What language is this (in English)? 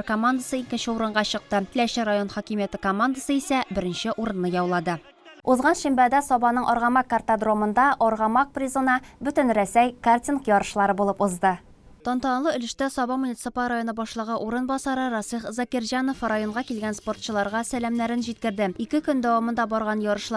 Tatar